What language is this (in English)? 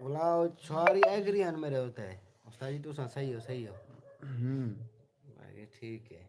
Saraiki